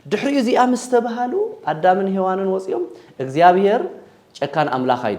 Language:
Tigrinya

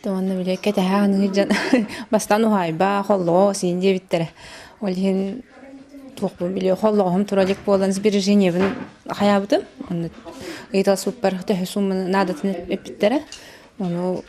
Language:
Yakut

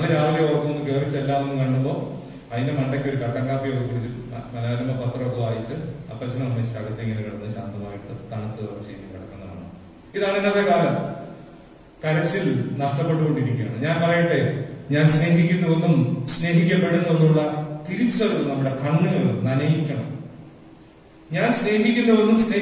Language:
Malayalam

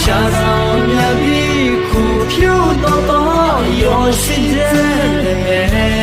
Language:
Akha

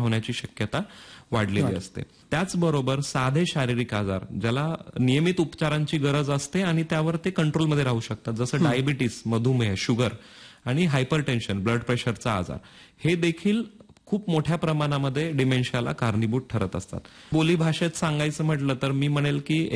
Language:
Marathi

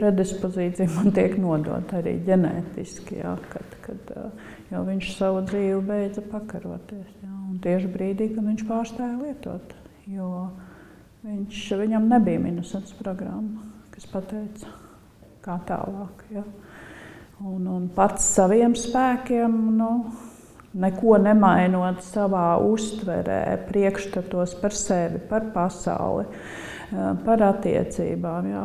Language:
Latvian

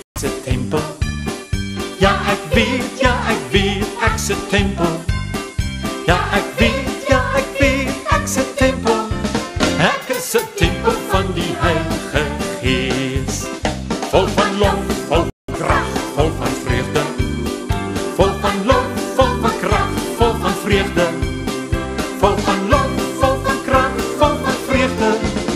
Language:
Afrikaans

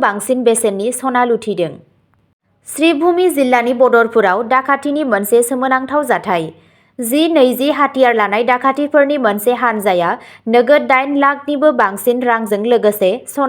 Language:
Bodo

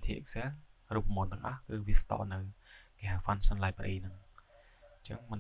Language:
Khmer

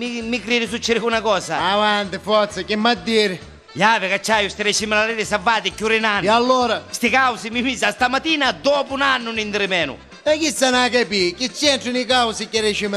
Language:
Neapolitan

